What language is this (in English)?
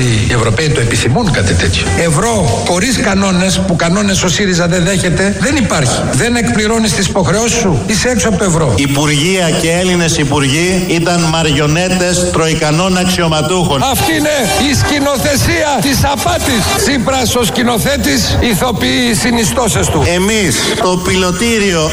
Greek